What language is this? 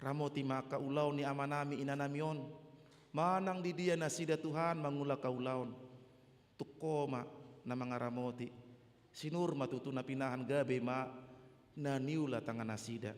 Batak Toba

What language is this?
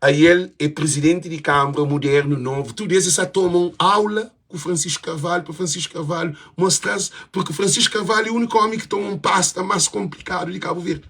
Kabuverdianu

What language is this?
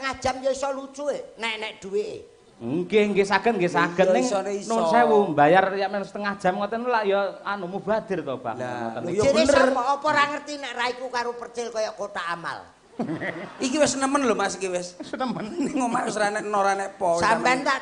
Javanese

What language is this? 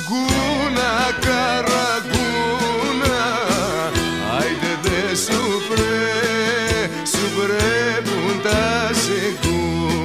Greek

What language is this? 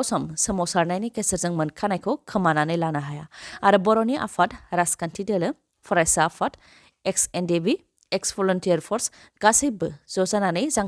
Bodo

